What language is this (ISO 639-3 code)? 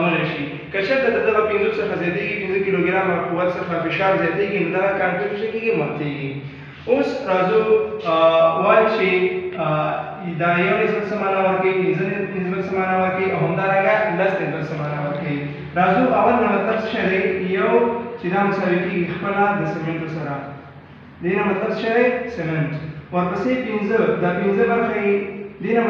pus